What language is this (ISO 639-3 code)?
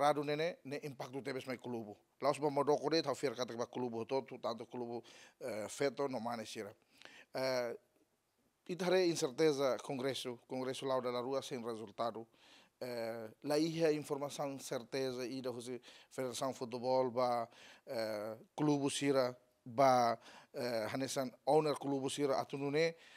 tet